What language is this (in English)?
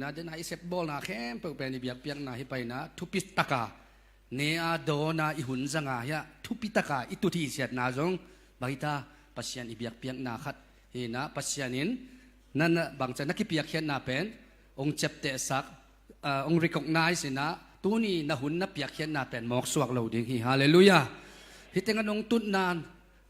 Tedim Chin